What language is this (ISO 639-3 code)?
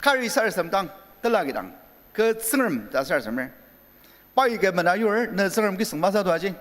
njo